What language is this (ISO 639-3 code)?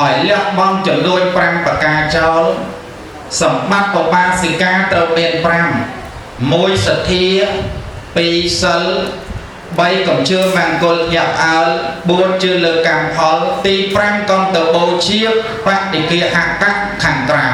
khm